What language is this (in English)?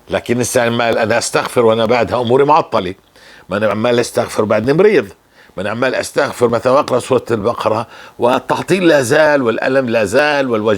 North Levantine Arabic